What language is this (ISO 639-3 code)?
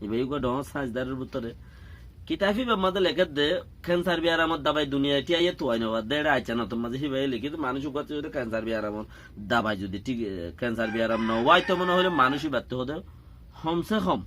rhg